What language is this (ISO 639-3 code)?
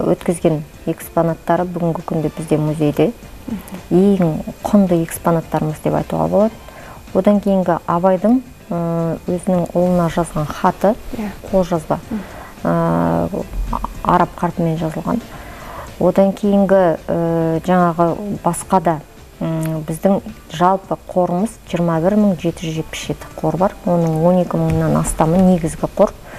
kaz